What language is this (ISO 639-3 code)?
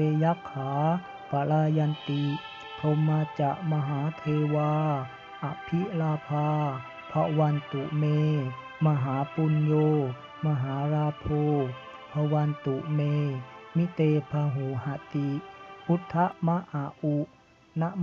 pli